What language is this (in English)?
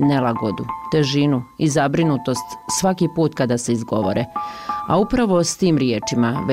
Bosnian